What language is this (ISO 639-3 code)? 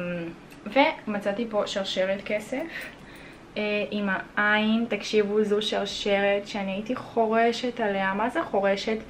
heb